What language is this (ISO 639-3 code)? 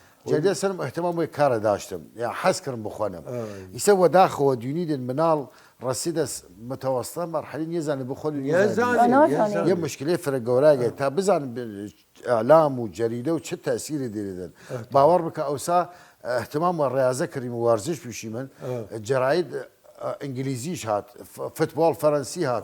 sdh